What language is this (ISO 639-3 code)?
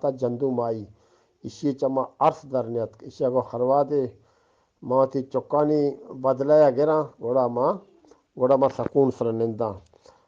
bgp